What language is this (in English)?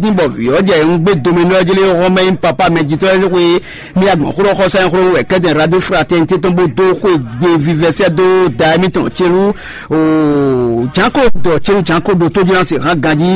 Fon